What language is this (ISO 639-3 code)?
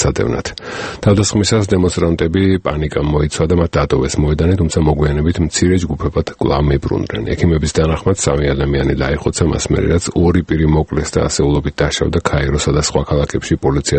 kat